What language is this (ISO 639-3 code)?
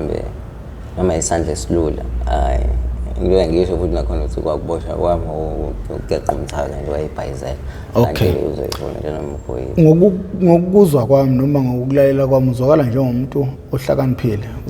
zul